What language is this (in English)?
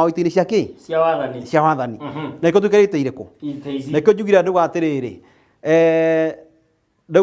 Kikuyu